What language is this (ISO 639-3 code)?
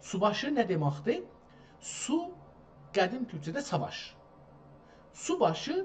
azb